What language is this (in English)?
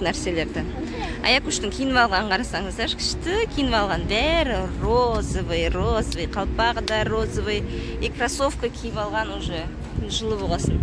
Kazakh